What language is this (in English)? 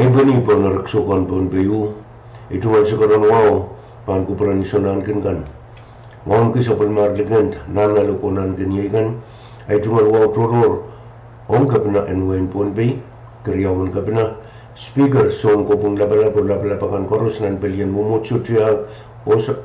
Pohnpeian